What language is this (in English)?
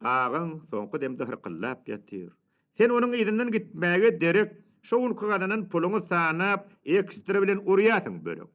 Turkmen